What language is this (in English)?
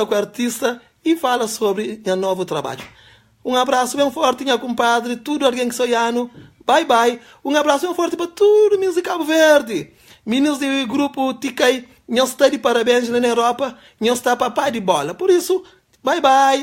Kabuverdianu